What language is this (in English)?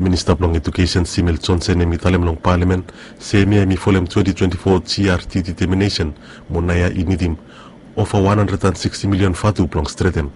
Bislama